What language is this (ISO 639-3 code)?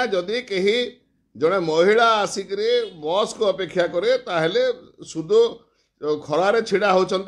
ori